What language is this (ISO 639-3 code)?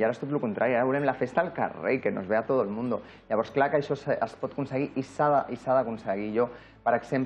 cat